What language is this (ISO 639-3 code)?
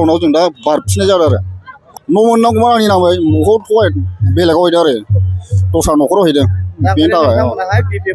brx